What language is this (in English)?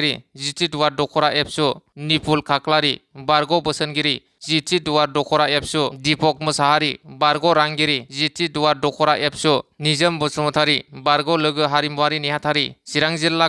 Bodo